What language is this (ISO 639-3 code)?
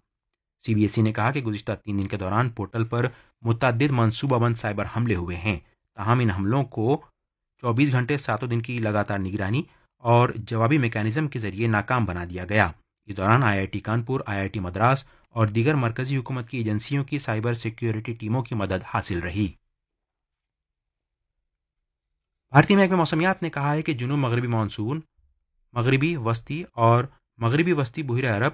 urd